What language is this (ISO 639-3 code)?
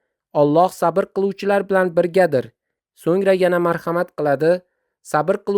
uzb